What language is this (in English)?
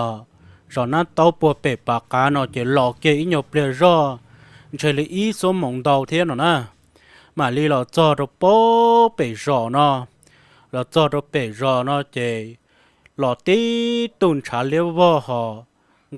Hmong